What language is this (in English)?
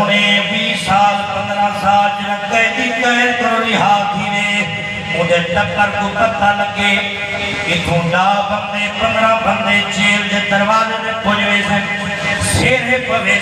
Saraiki